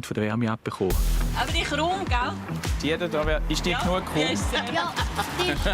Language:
Swiss German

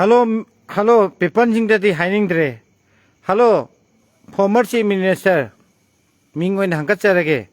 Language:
Manipuri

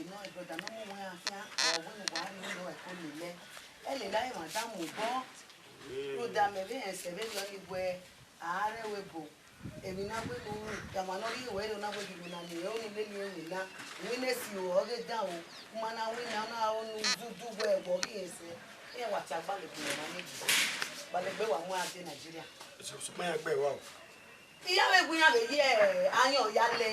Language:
Bini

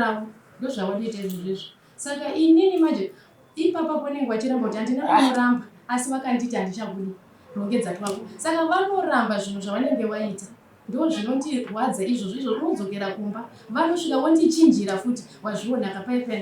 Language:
Shona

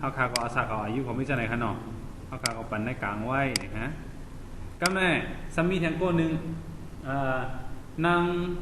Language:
Shan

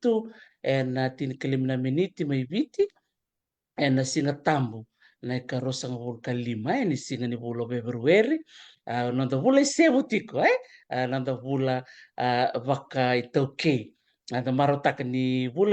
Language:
Fijian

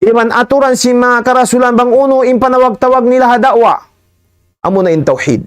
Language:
Tausug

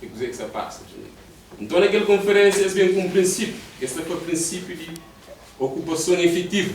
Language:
Kabuverdianu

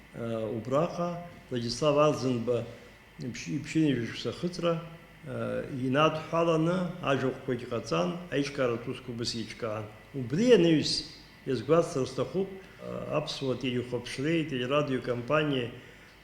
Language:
Abkhazian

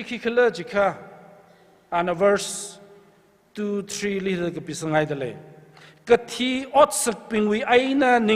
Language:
Tangkhul Naga (India)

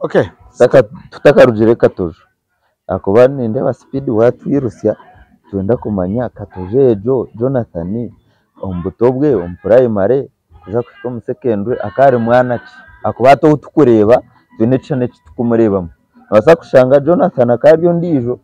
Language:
Nyankole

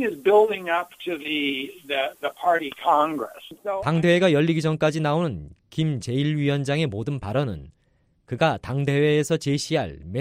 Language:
Korean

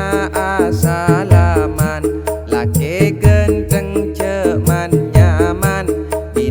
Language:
Madurese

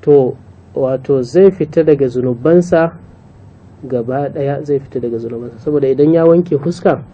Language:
Hausa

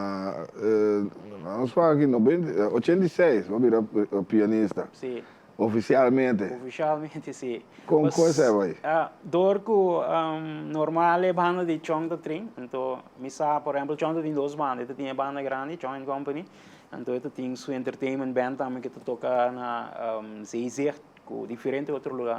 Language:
Papiamento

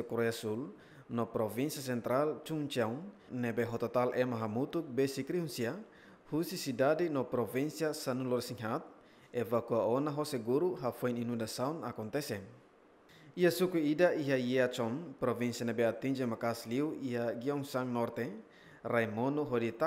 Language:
Tetum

